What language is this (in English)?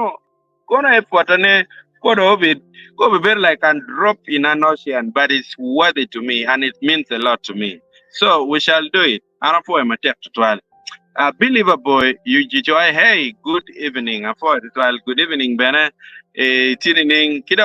Acoli